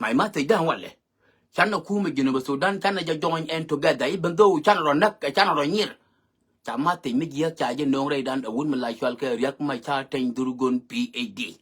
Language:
Nuer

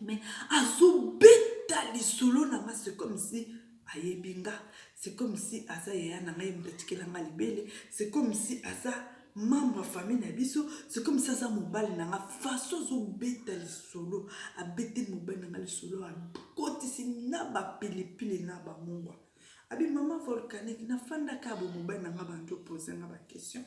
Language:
Lingala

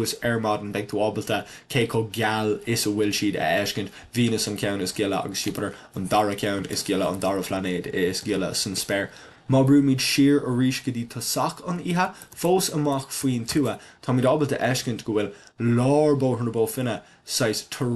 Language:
Irish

